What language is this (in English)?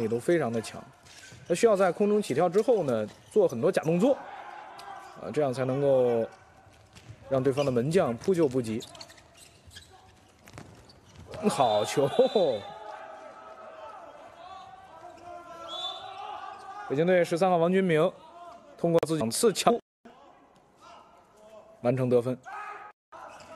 Chinese